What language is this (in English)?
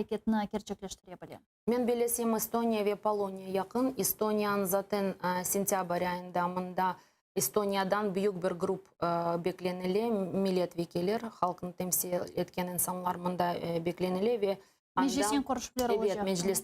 Crimean Tatar